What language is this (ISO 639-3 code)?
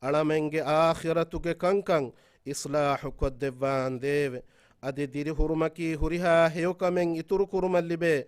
div